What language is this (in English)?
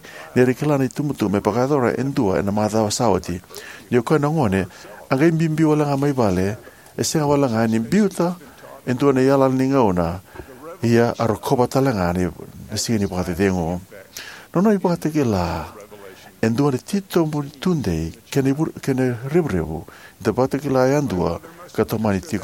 Fijian